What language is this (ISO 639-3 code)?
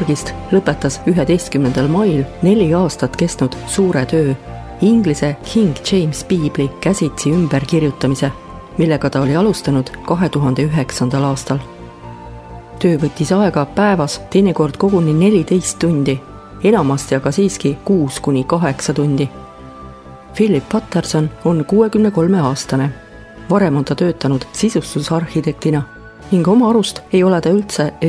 est